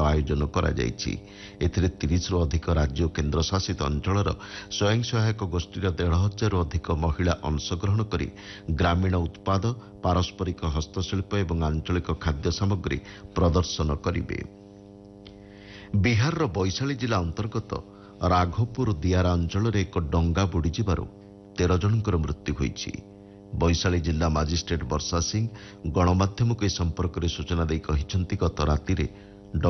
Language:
Odia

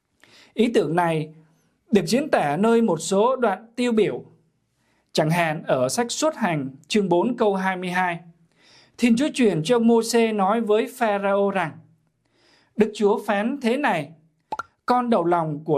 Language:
Vietnamese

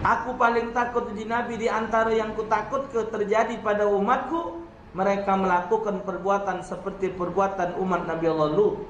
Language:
Musi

